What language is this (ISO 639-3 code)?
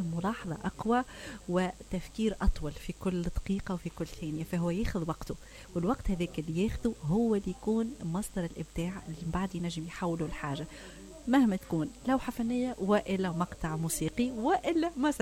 acm